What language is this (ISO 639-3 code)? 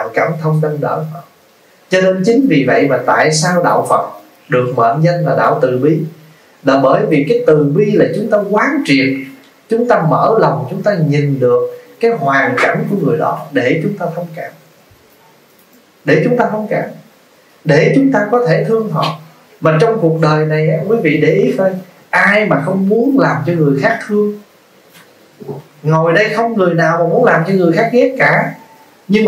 vie